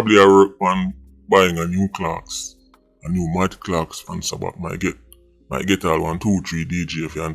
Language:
Jamaican Creole English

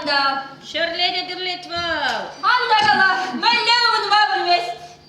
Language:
Chuvash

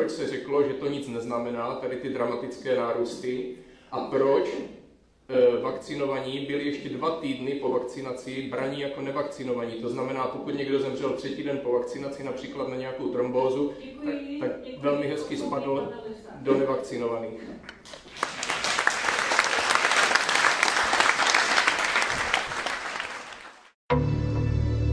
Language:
Czech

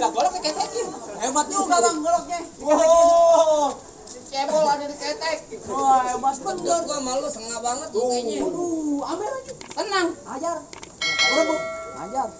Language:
Betawi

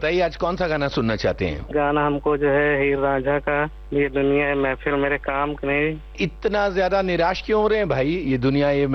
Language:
Hindi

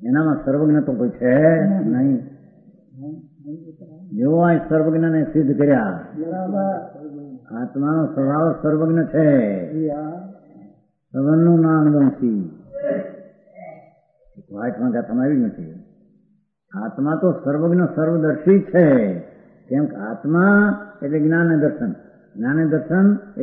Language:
Gujarati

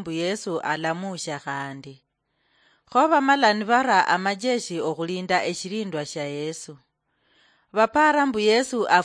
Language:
Luyia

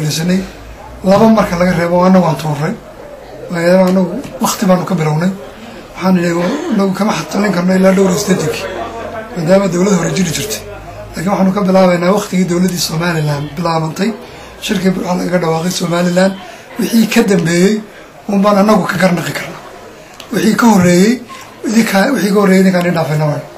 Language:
Somali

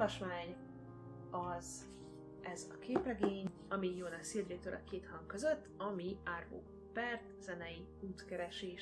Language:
Hungarian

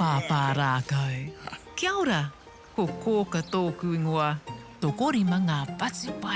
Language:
Māori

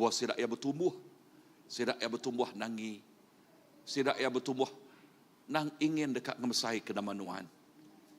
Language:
Iban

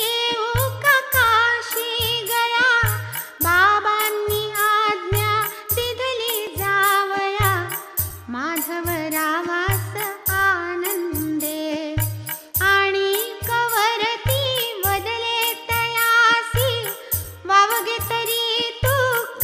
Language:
Marathi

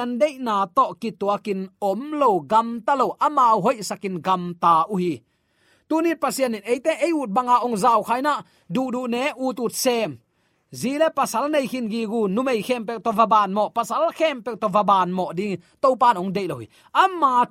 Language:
Tedim Chin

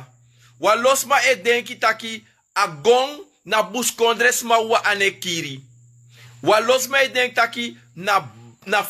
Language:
Sranan Tongo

